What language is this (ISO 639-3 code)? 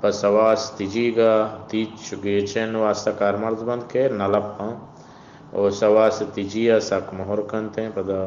bgp